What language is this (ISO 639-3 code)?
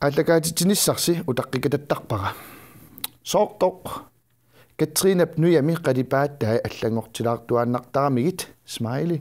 kal